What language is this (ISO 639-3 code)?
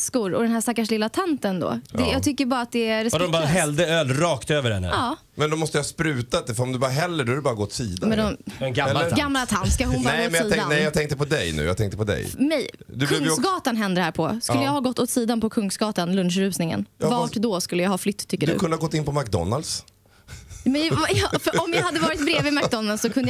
swe